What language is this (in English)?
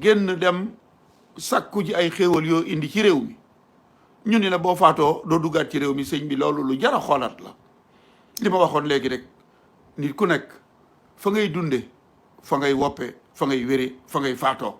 Wolof